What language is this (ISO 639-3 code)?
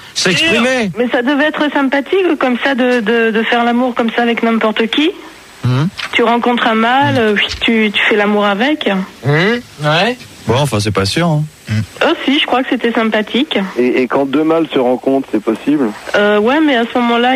fra